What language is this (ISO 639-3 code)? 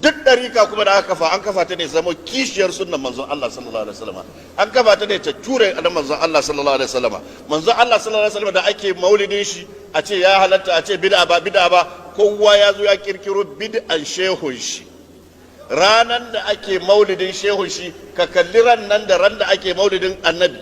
hau